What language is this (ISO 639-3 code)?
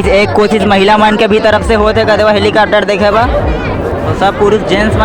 hne